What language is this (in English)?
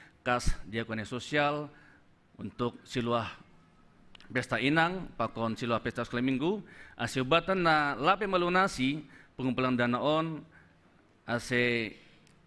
Batak Simalungun